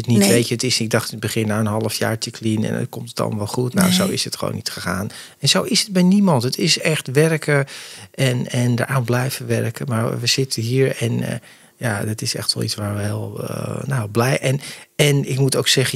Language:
Dutch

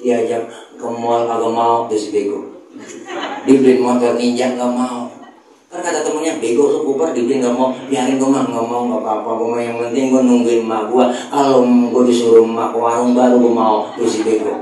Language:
Betawi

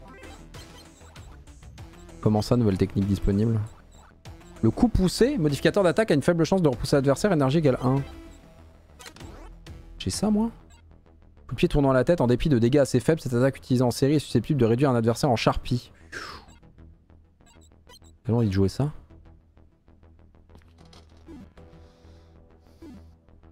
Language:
French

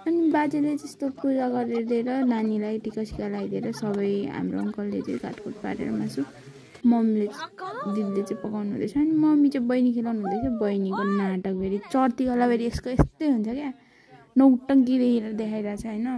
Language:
Nepali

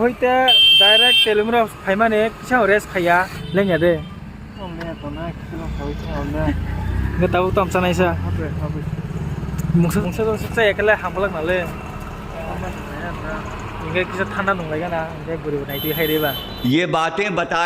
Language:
Kok Borok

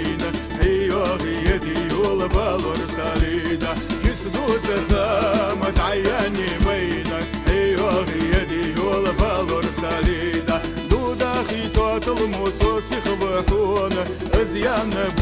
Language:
Ingush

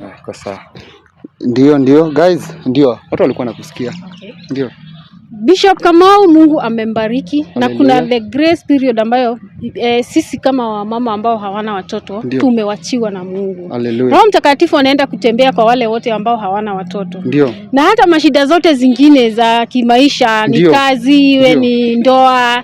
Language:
Swahili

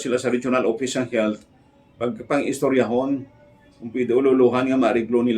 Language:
Hiligaynon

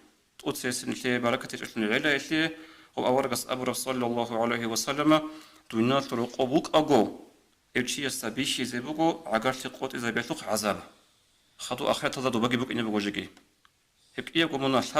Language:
Avaric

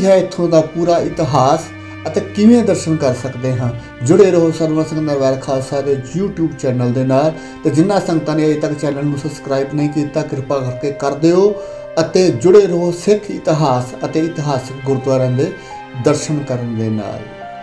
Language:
Punjabi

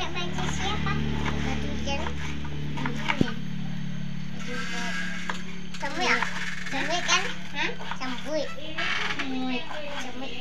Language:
Minangkabau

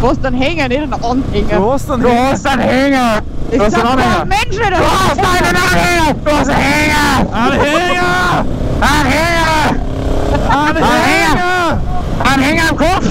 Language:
Bavarian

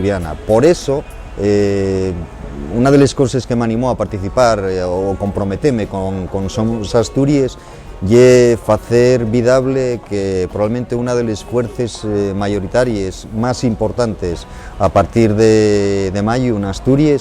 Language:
Asturian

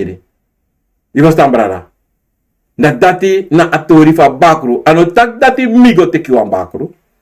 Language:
Sranan Tongo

